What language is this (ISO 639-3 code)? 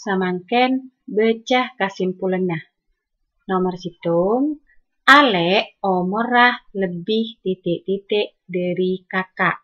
mad